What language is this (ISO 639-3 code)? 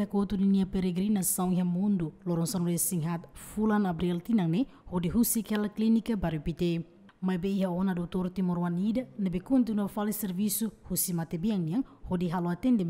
tet